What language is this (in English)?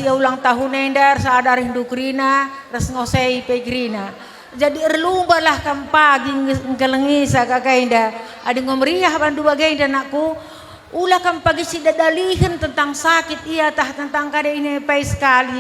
Batak Karo